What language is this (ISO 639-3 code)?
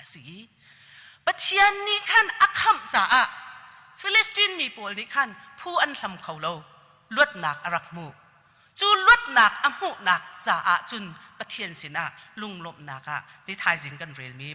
cnh